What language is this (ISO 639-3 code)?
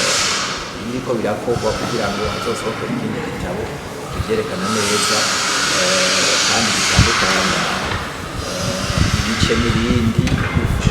run